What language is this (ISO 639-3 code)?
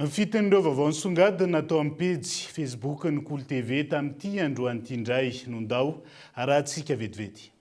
mlg